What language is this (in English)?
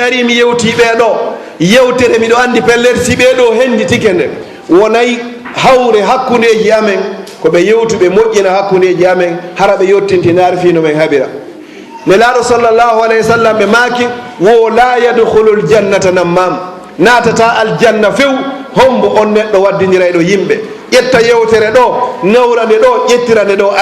Fula